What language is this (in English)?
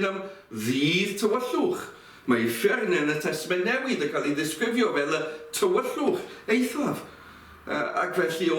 Welsh